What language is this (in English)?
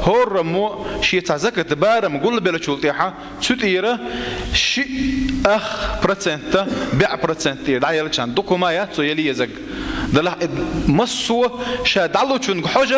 Chechen